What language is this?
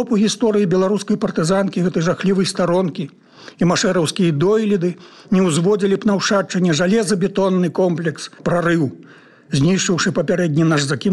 Belarusian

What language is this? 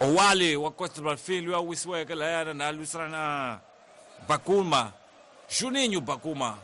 Tsonga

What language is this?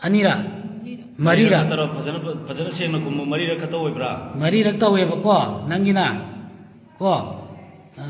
Manipuri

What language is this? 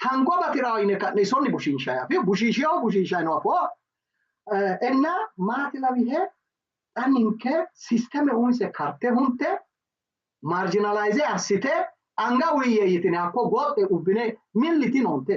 Sidamo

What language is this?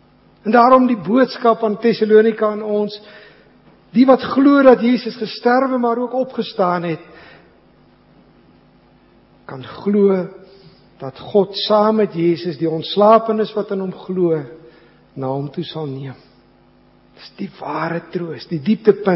Afrikaans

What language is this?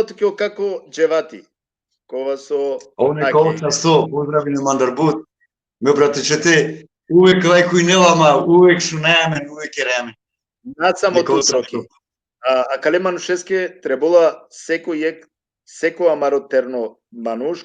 Balkan Romani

